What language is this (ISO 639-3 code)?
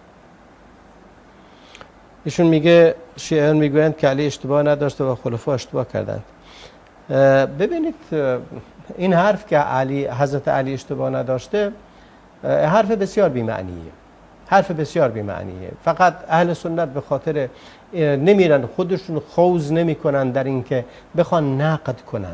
fas